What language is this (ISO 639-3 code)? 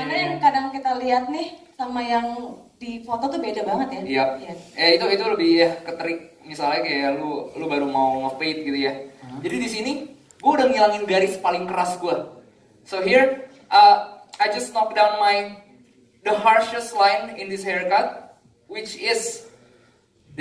ind